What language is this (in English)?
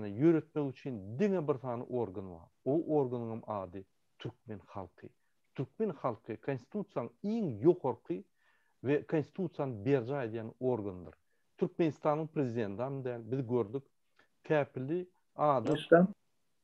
Turkmen